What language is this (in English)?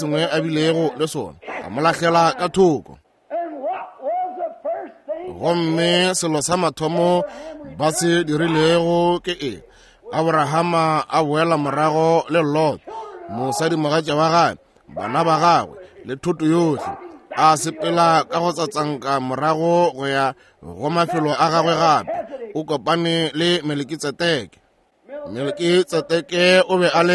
Northern Sotho